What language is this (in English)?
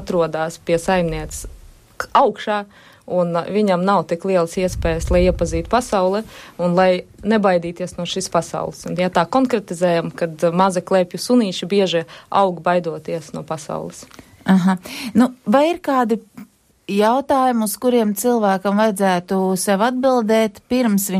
Latvian